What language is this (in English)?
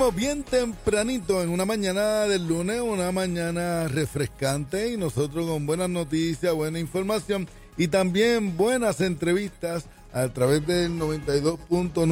Spanish